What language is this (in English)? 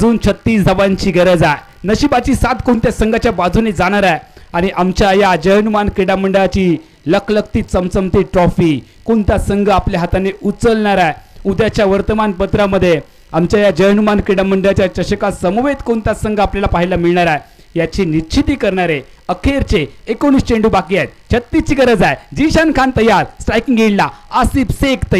Marathi